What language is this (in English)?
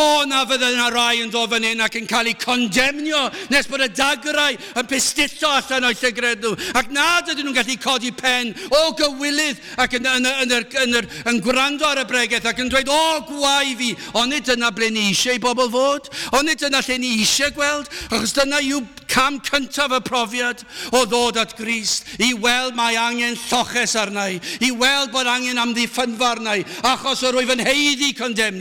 Welsh